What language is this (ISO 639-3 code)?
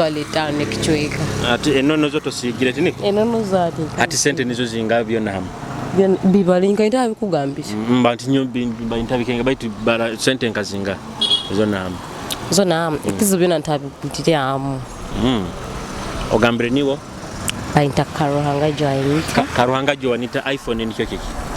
nyo